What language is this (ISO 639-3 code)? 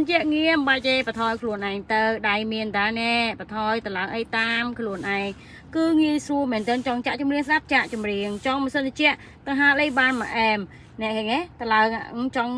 khm